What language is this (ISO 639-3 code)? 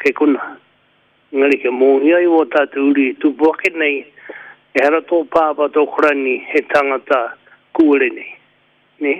mri